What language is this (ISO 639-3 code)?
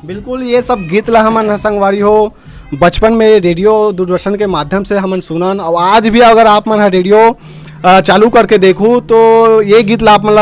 hne